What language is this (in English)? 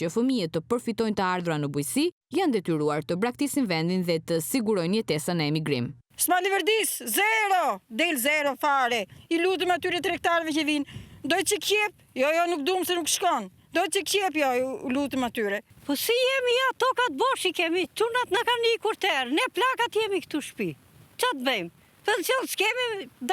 Albanian